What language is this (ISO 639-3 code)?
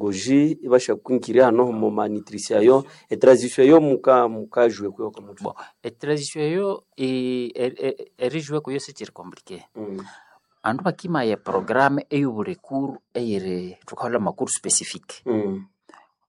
nnb